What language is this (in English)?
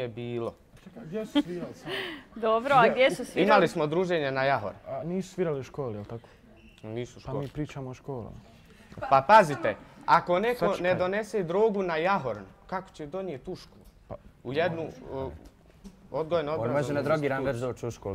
Bosnian